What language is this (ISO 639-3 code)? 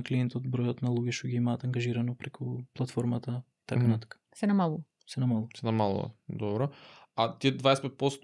mkd